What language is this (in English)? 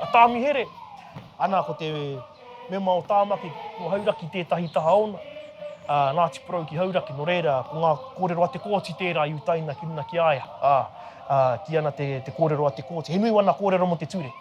Māori